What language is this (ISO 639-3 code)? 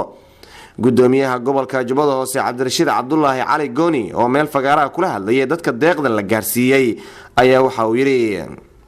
som